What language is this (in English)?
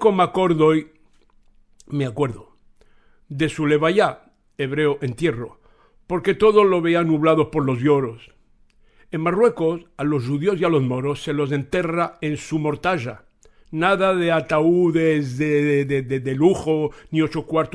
Ladino